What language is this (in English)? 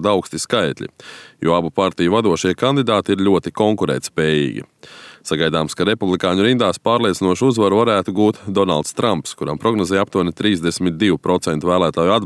Latvian